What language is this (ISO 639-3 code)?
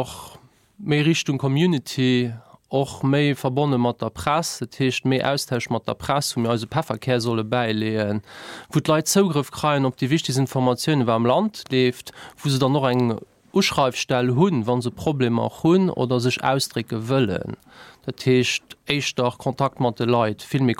ltz